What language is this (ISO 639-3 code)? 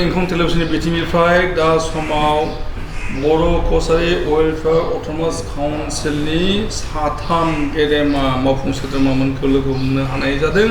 brx